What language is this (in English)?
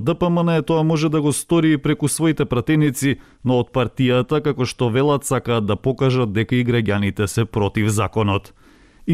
Macedonian